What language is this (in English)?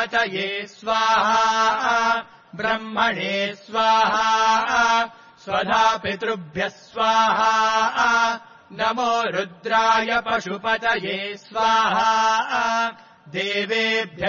Sanskrit